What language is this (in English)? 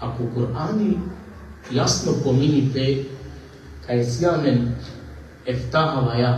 Balkan Romani